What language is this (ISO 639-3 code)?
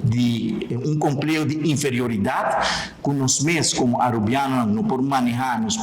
pap